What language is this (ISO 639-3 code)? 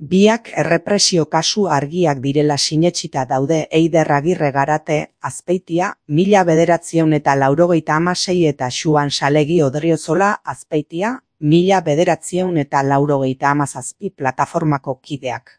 eus